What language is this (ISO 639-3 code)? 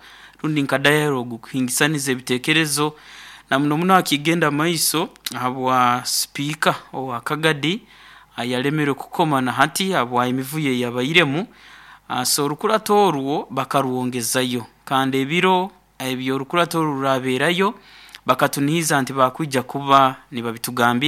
nyo